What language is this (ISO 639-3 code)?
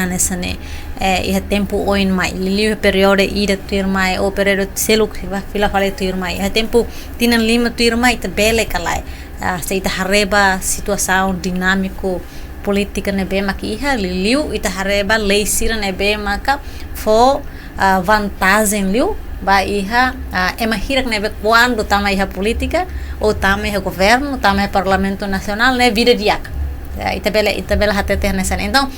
tet